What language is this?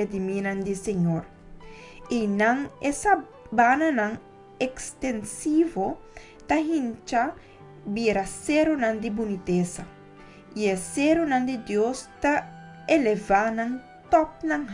Papiamento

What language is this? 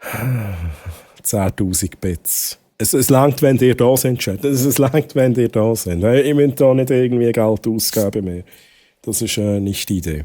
Swiss German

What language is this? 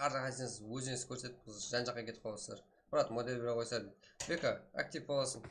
Kara-Kalpak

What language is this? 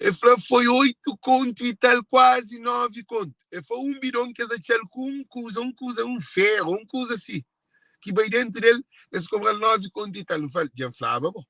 Kabuverdianu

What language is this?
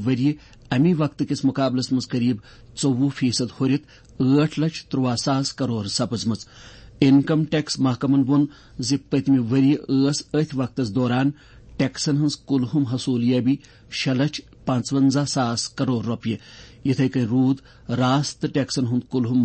Kashmiri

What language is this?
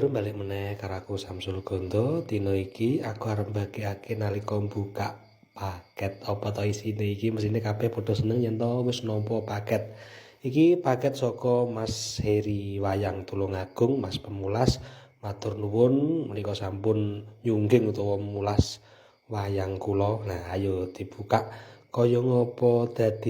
Javanese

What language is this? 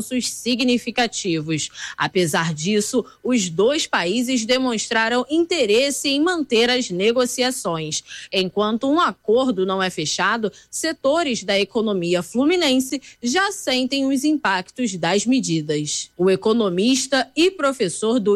Portuguese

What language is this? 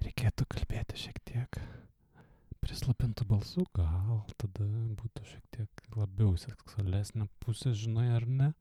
Lithuanian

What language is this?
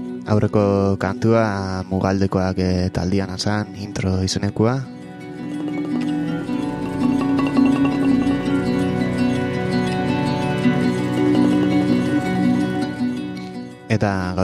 Basque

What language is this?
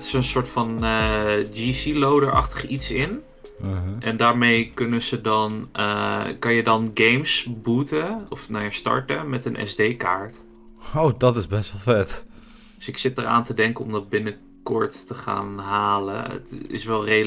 Dutch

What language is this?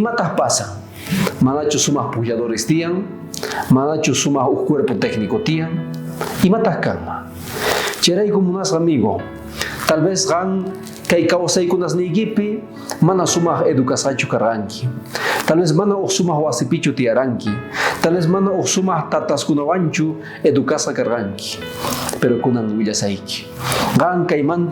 South Bolivian Quechua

